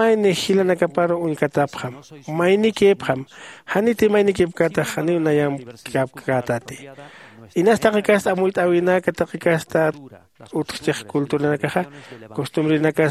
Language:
Aymara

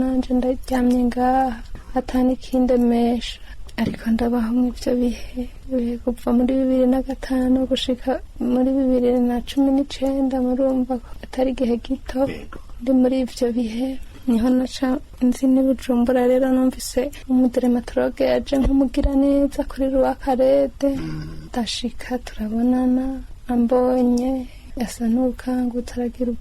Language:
Rundi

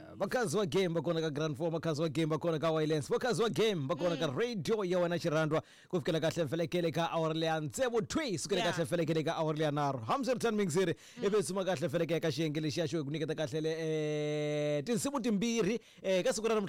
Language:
Tsonga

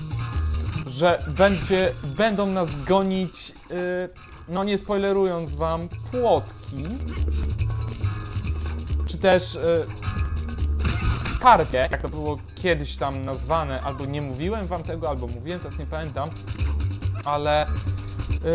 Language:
Polish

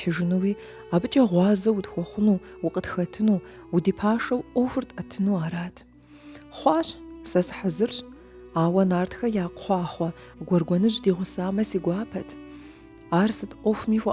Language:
Kabardian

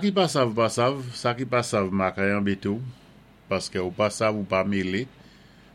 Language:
Saint Lucian Creole French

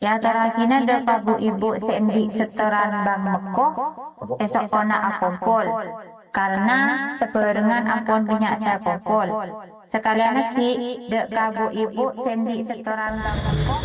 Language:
Madurese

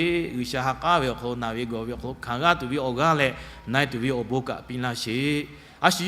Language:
Lahu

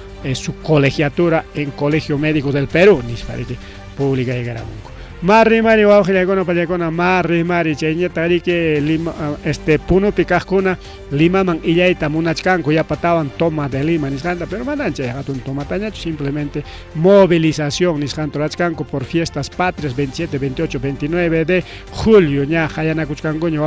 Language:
Ayacucho Quechua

